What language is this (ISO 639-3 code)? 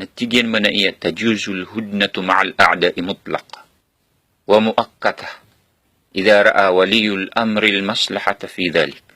mrw